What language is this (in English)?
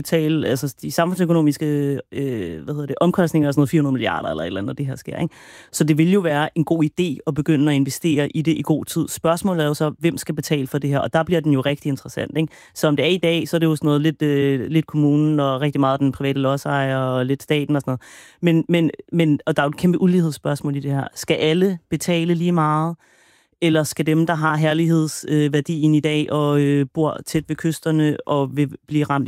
Danish